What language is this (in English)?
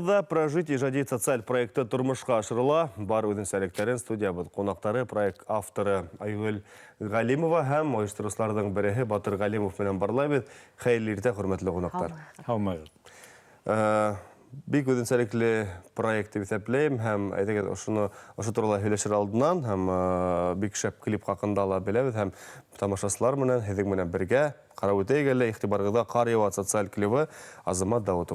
Bashkir